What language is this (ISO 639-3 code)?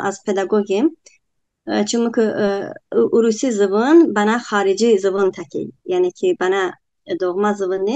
tly